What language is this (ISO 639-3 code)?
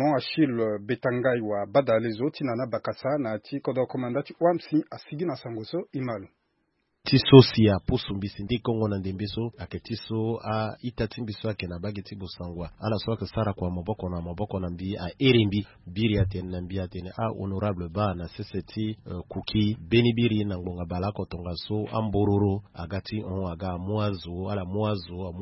sag